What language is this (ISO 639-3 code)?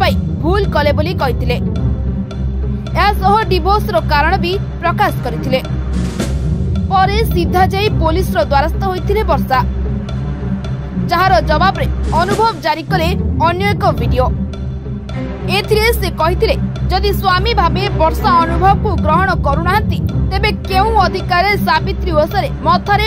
ori